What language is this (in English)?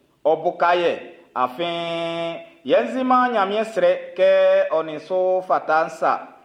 Baoulé